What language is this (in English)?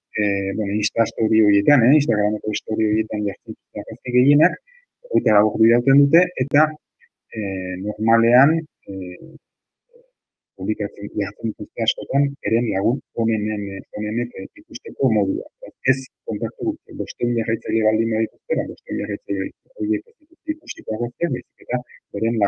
Basque